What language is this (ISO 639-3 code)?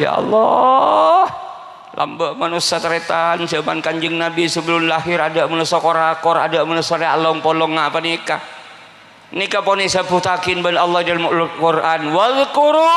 mad